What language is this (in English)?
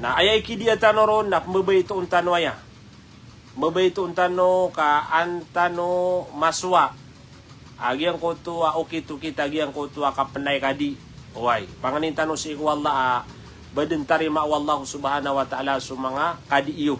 Maranao